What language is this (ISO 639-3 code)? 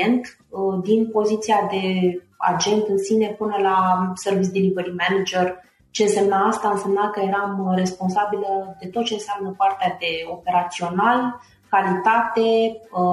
ron